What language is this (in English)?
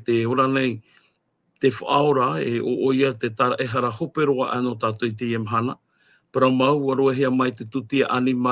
Tahitian